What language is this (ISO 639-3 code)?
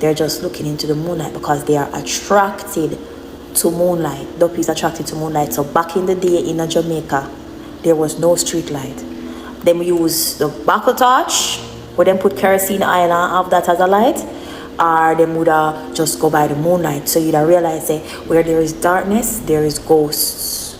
jam